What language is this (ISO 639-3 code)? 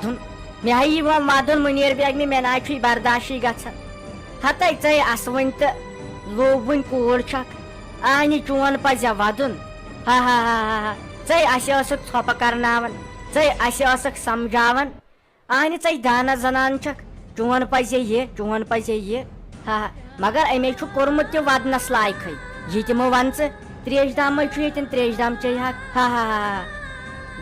kas